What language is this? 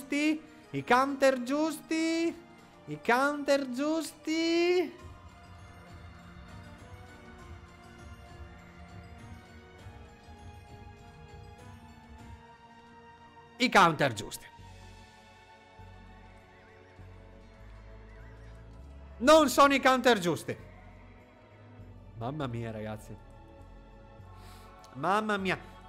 Italian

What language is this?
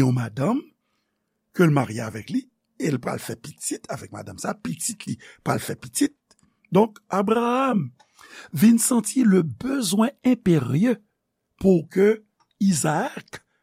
Haitian Creole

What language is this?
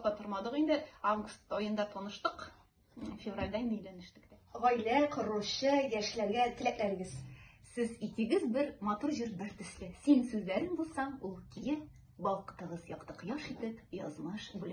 Tatar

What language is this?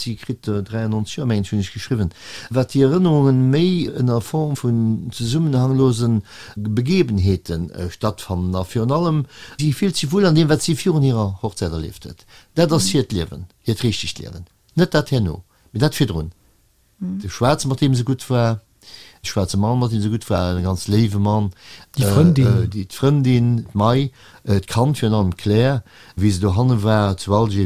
Luxembourgish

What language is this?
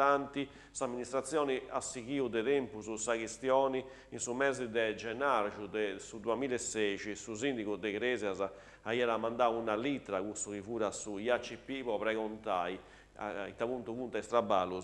Sardinian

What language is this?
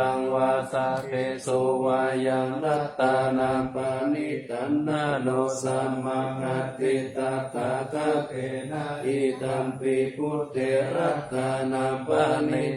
Pali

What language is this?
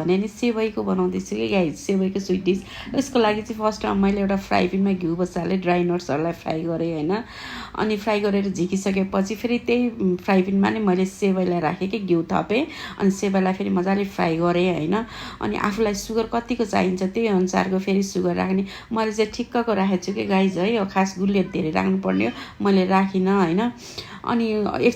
Nepali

